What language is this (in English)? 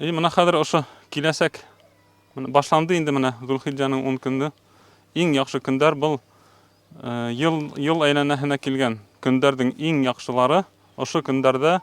Bashkir